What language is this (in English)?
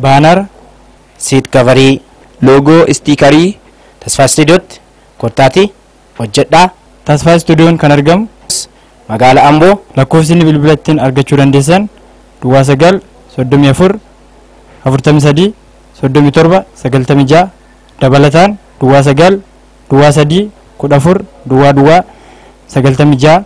Oromo